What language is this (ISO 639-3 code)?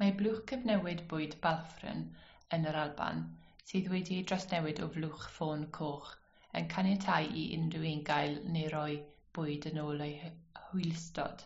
cym